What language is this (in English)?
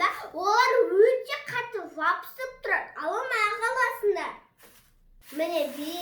Kazakh